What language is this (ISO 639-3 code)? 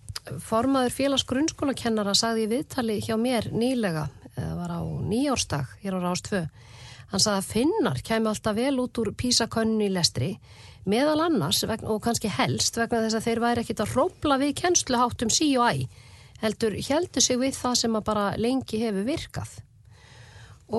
isl